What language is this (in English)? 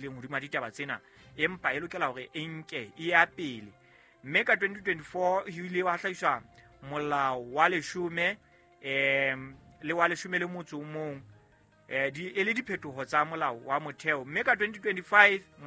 Southern Sotho